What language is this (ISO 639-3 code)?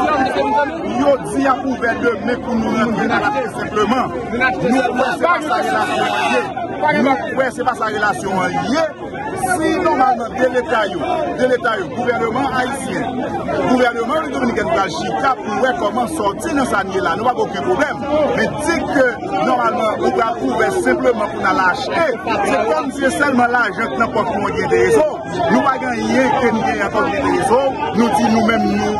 fra